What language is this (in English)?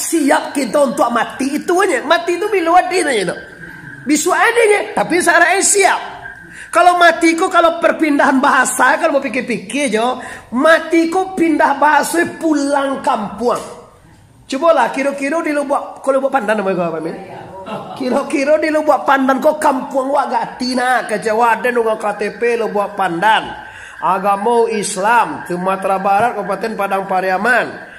Minangkabau